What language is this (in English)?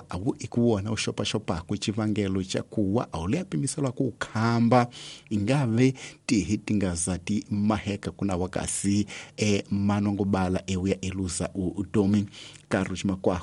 Tsonga